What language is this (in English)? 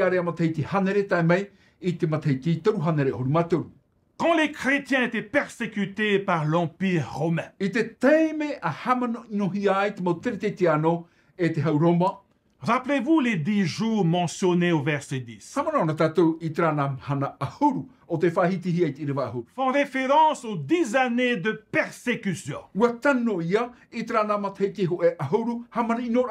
Tahitian